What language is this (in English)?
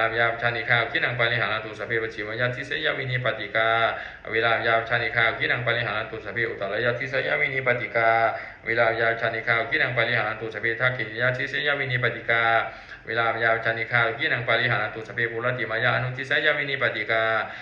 Pali